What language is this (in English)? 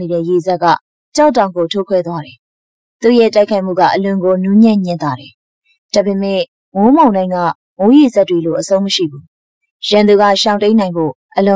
Burmese